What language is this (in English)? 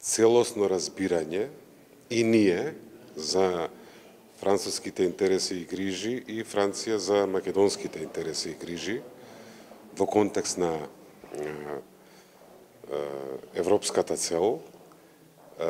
Macedonian